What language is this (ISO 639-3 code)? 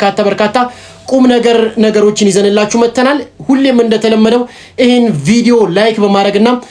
amh